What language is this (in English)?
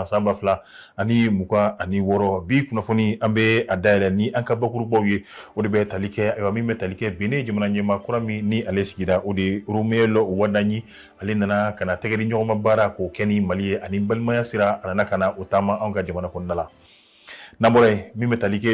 Bambara